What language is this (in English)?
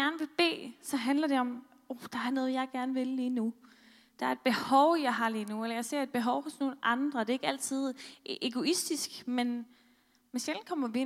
Danish